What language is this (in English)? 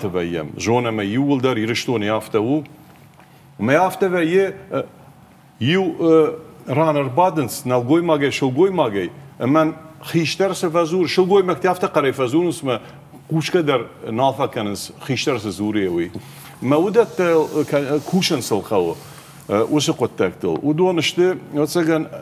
Ossetic